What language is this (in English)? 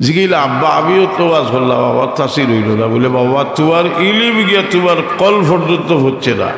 Sylheti